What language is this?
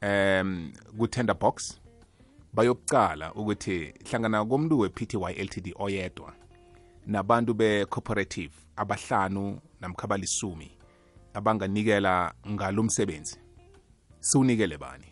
South Ndebele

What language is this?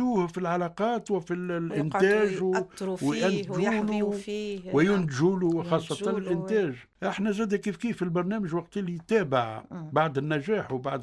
Tunisian Arabic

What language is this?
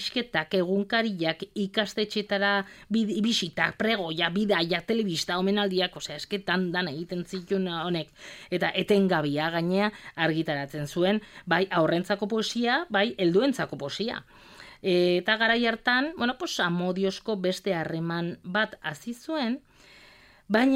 Basque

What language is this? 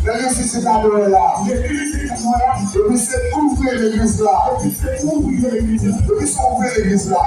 Haitian Creole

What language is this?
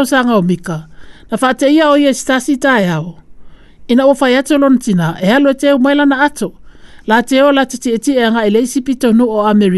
Samoan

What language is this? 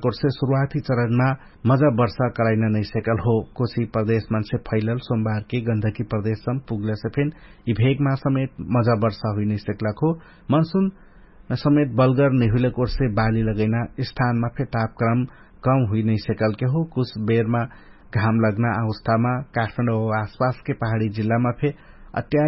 Dangaura Tharu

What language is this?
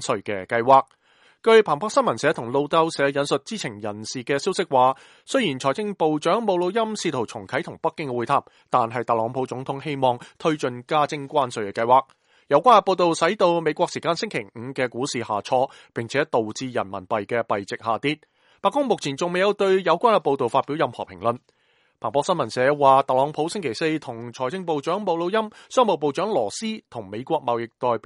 Cantonese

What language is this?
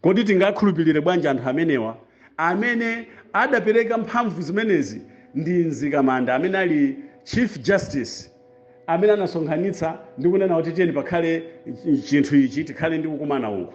Nyanja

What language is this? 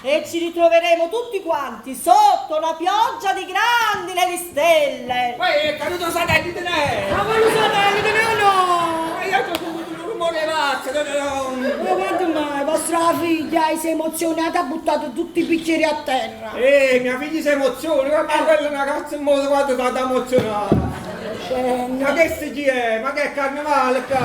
Neapolitan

